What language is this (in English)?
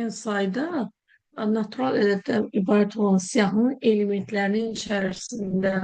Azerbaijani